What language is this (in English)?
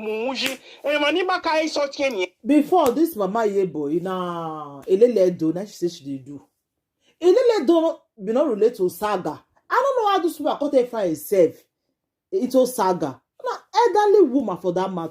Nigerian Pidgin